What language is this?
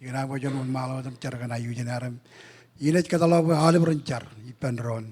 Marshallese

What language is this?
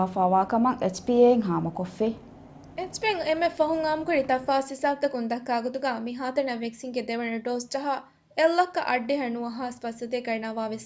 Divehi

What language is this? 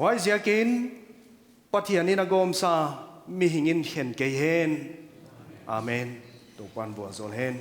Paite Chin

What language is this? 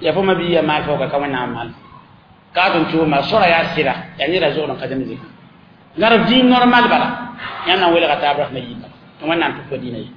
Mossi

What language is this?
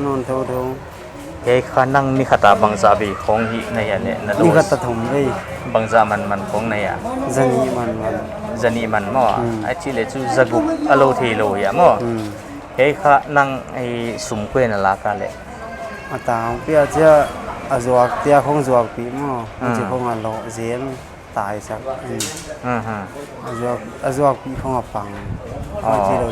Paite Chin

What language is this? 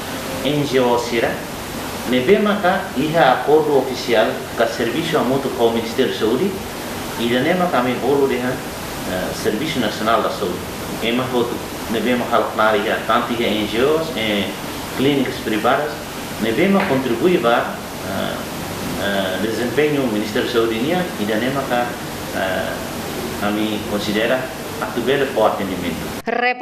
Tetum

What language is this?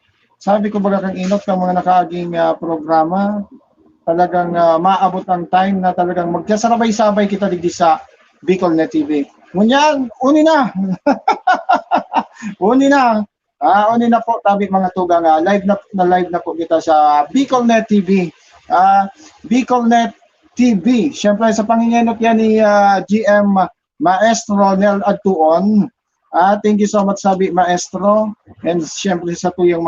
Bikol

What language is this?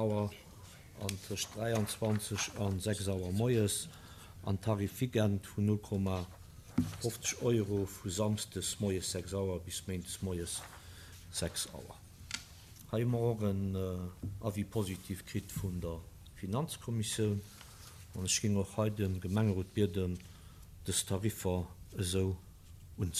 Luxembourgish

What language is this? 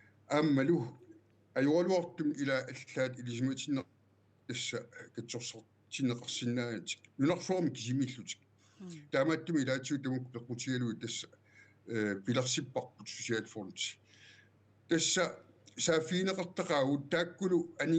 Kalaallisut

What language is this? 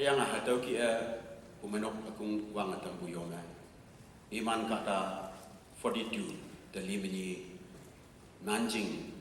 Konyak Naga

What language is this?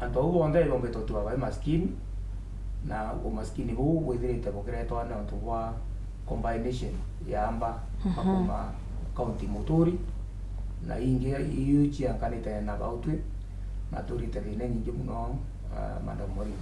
Meru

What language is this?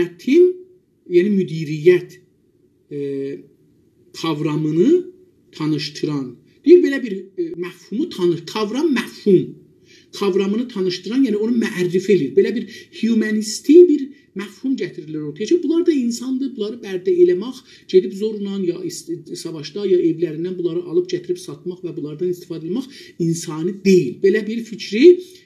South Azerbaijani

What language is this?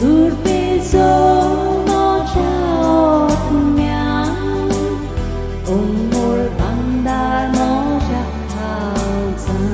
Konkani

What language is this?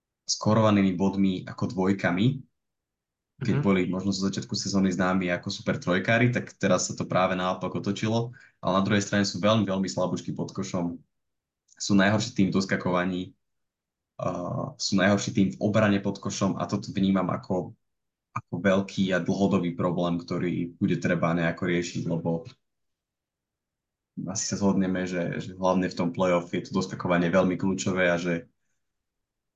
Slovak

